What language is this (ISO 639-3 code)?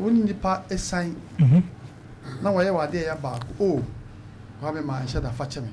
aka